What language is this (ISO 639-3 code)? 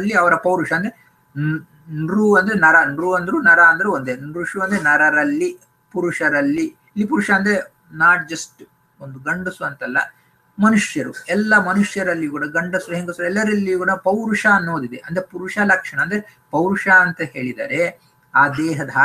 kan